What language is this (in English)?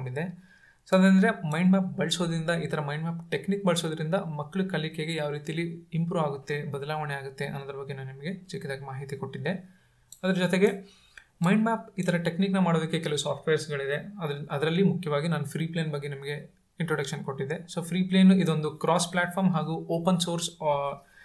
Kannada